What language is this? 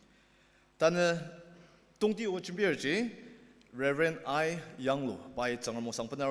Ao Naga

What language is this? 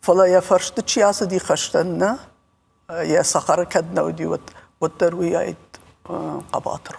Ossetic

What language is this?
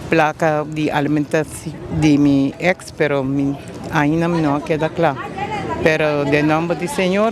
Papiamento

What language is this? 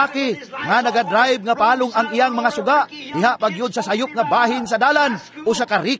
Cebuano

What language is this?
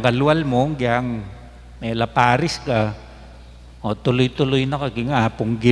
Pampanga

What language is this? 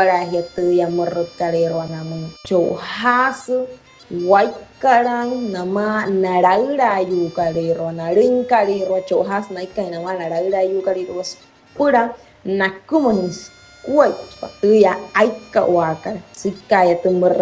Wayuu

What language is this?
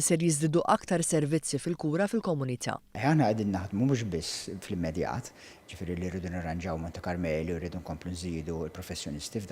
Maltese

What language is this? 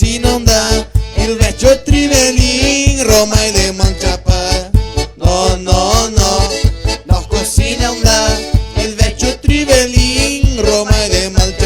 Venetian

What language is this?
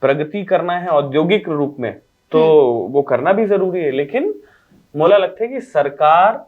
Chhattisgarhi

